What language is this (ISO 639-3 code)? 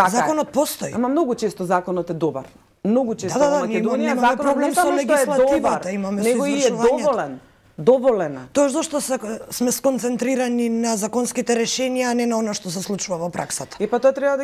mkd